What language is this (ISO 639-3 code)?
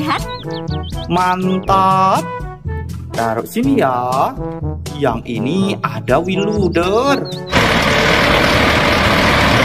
ind